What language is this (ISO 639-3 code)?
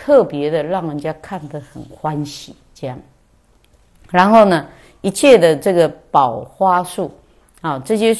zho